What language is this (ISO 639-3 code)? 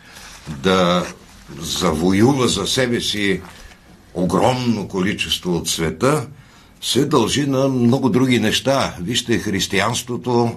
bul